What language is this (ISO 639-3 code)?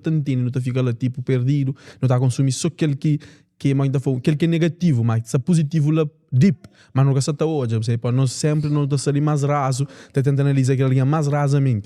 kea